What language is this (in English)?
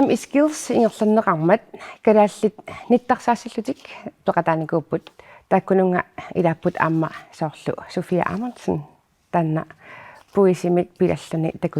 Kalaallisut